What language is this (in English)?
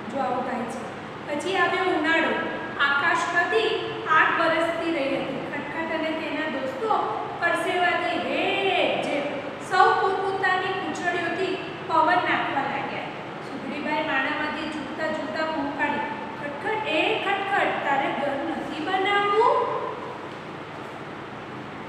Gujarati